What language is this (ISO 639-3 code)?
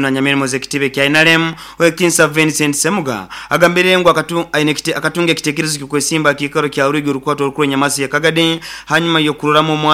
nyo